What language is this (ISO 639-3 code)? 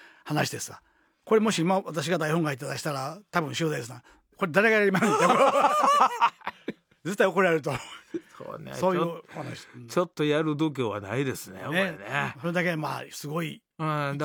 jpn